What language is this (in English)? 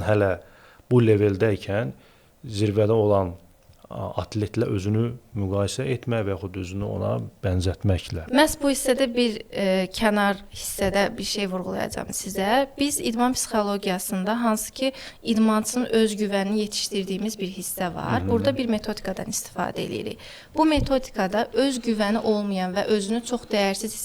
Azerbaijani